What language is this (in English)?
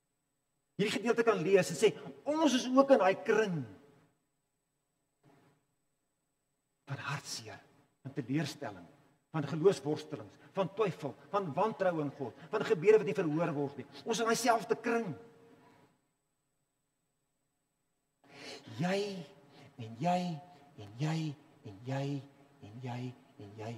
Afrikaans